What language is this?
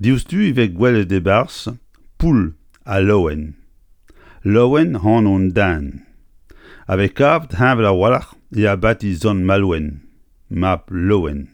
Breton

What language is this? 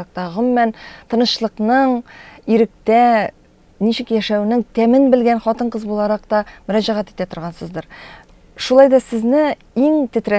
Tatar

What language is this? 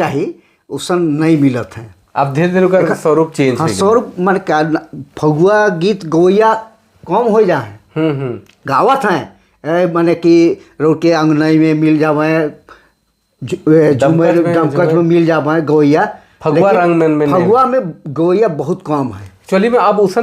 Sadri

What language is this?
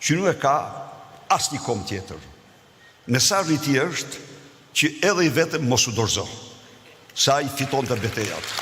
Albanian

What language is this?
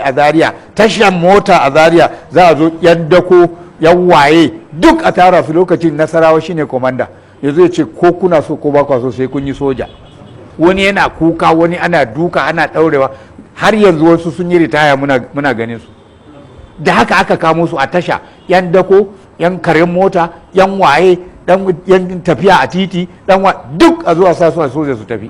Hausa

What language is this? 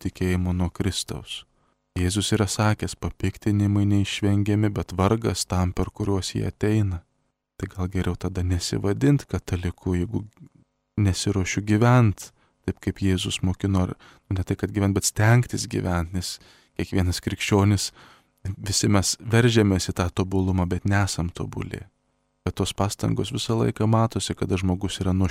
Lithuanian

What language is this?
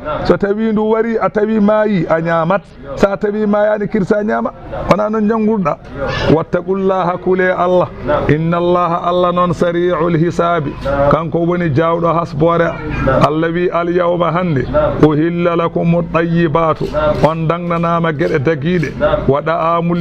Fula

